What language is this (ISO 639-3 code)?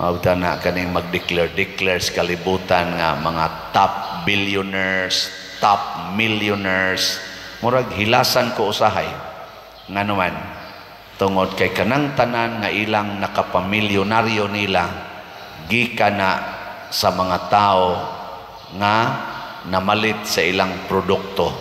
ceb